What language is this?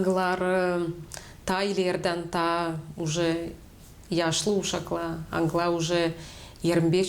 Gagauz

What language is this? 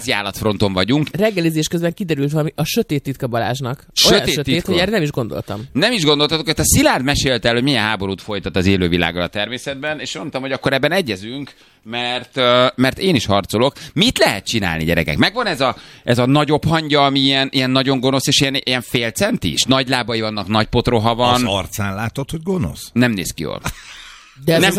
Hungarian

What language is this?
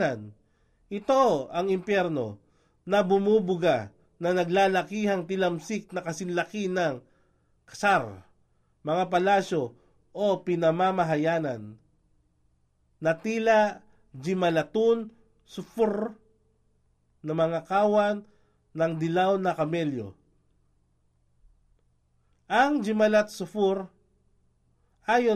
Filipino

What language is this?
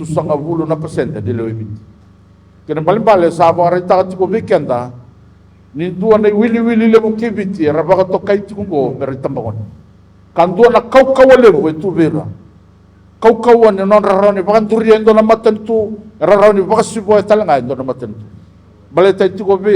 Fijian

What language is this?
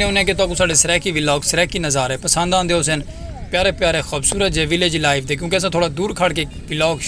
Saraiki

